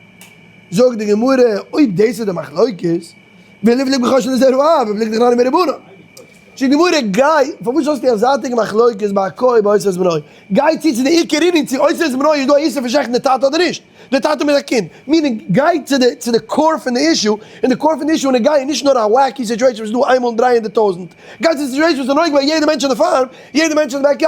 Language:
Yiddish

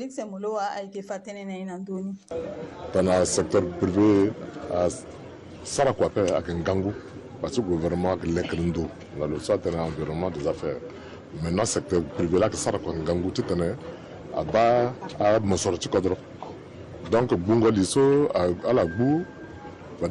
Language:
Sango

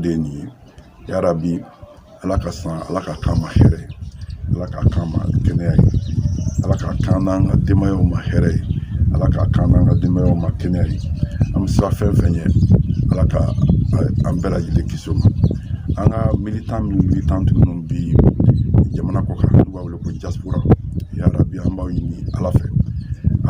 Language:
Bambara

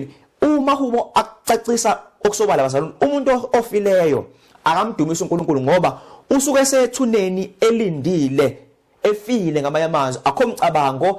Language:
Zulu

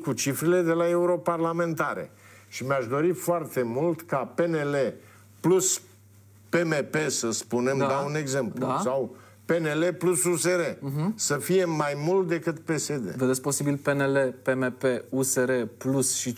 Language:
Romanian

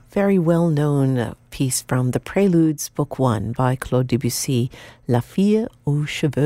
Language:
English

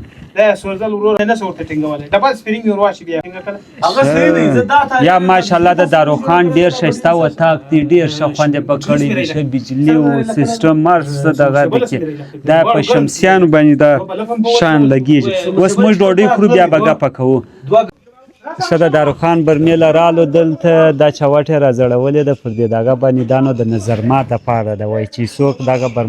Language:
Pashto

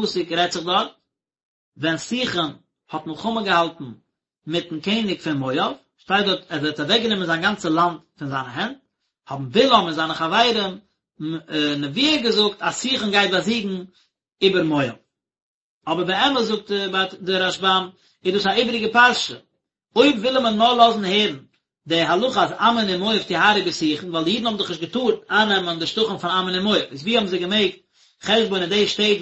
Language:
Yiddish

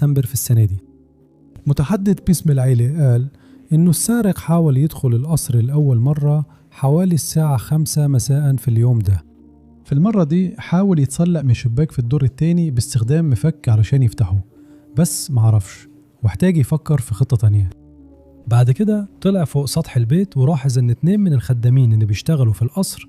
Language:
Egyptian Arabic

